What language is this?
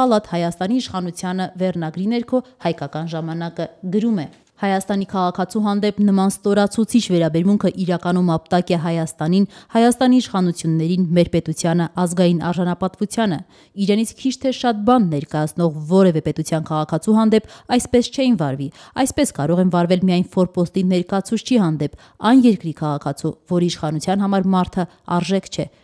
Armenian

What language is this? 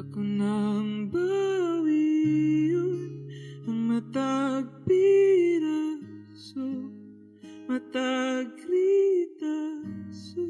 Cebuano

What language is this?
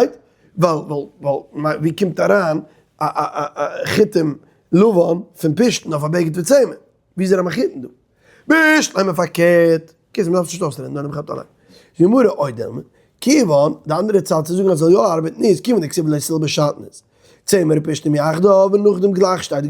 Yiddish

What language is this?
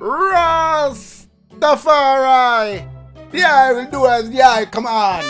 Jamaican Creole English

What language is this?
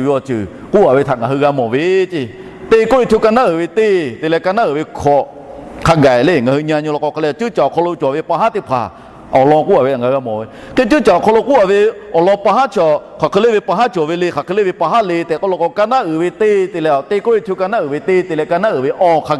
Lahu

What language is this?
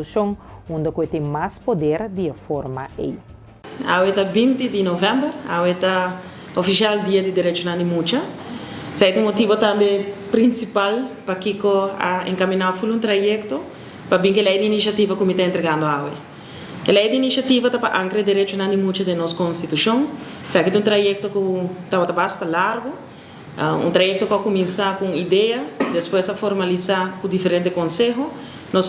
Papiamento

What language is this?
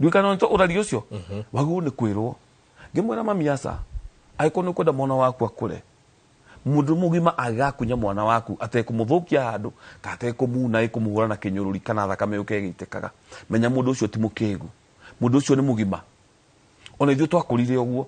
Kikuyu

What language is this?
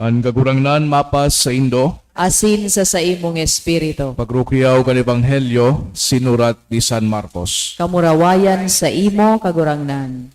Bikol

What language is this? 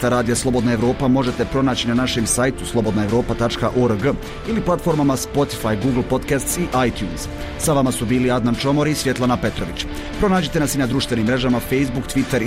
Bosnian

